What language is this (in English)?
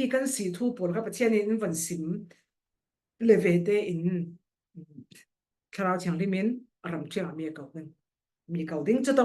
Falam Chin